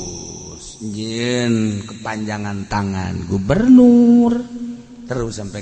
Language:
Sundanese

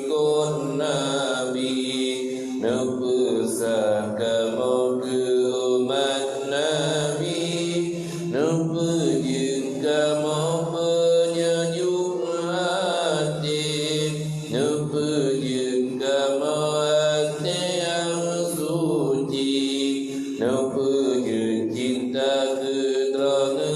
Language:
Achinese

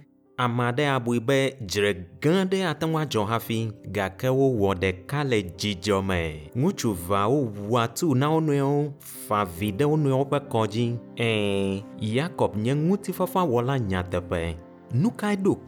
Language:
Ewe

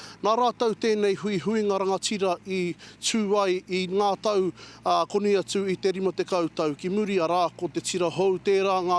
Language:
Māori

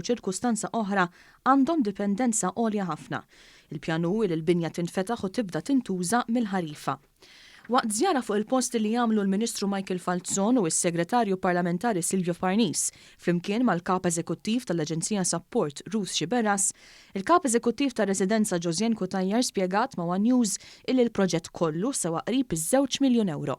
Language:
Maltese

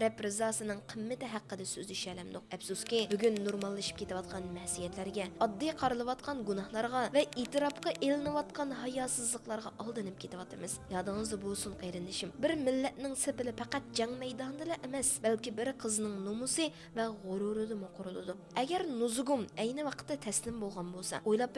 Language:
Uyghur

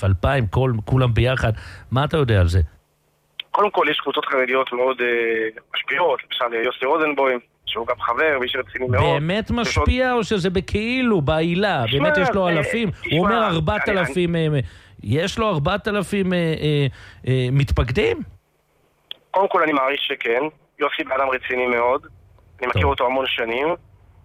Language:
Hebrew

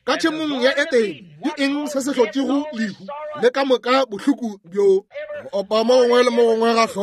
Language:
Northern Sotho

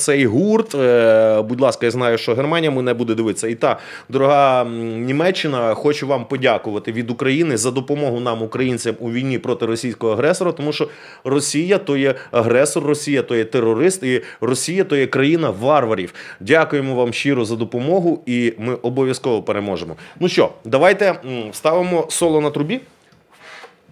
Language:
Ukrainian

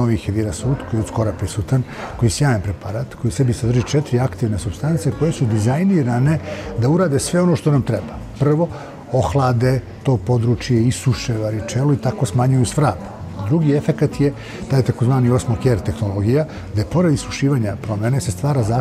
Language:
Serbian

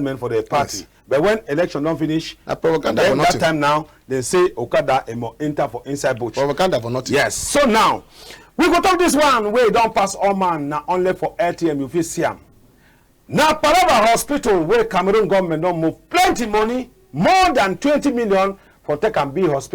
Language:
Cameroon Pidgin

